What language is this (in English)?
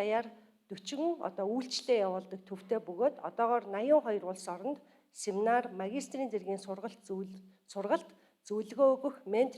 Mongolian